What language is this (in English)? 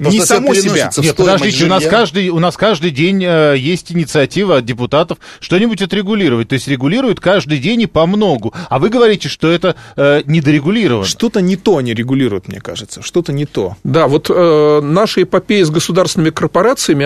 Russian